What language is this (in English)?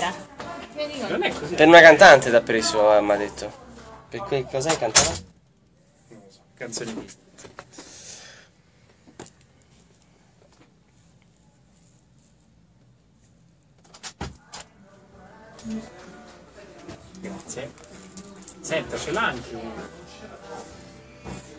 Italian